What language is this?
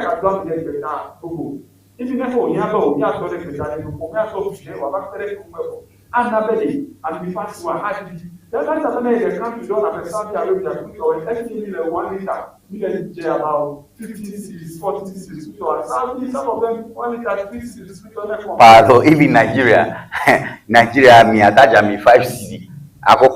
Ewe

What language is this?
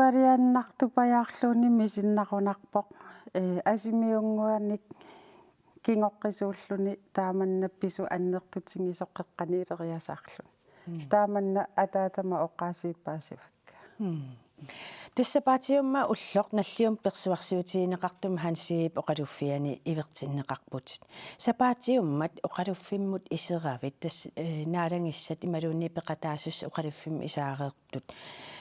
Kalaallisut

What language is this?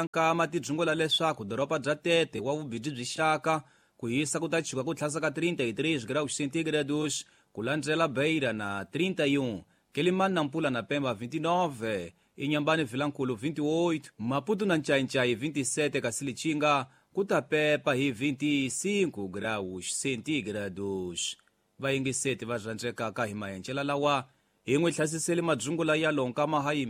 Tsonga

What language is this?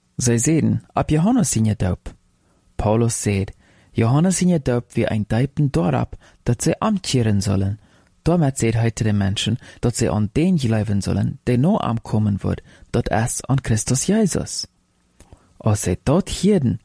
Plautdietsch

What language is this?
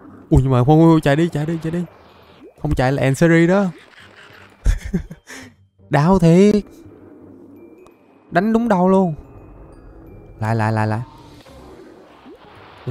Vietnamese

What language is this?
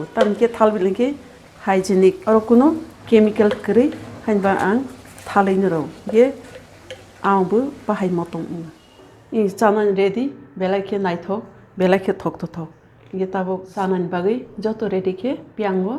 Kok Borok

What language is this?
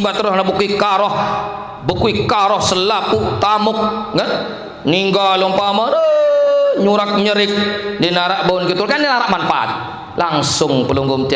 Sasak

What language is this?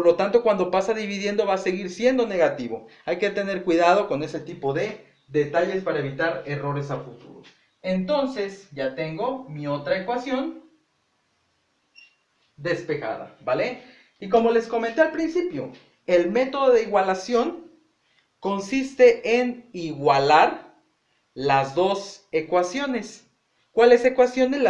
Spanish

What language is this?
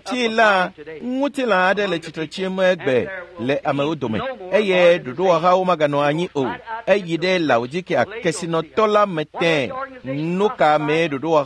Ewe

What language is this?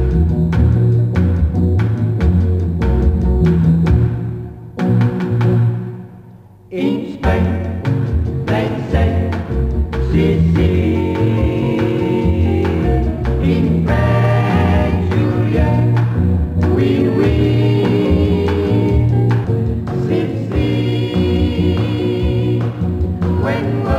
Afrikaans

